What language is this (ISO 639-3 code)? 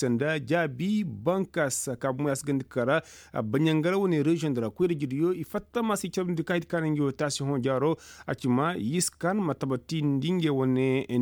ses